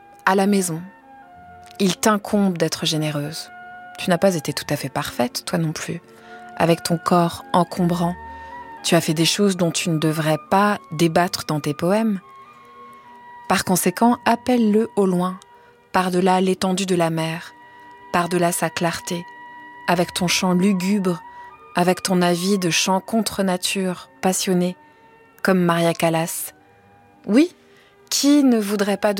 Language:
French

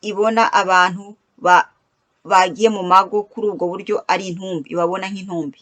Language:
Kinyarwanda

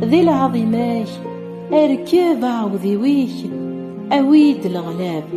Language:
Kabyle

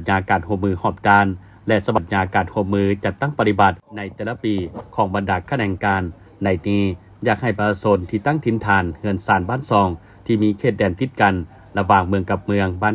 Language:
Lao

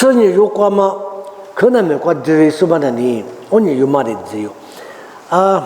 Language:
Lisu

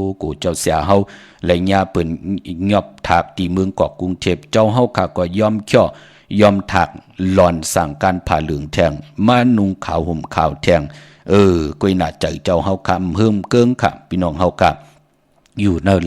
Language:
Shan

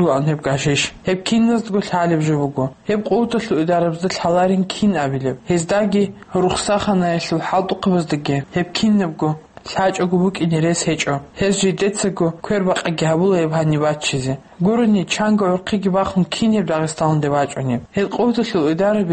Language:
Avaric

